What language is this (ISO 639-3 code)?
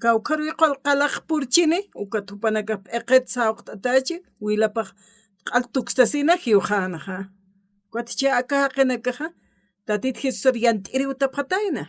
aym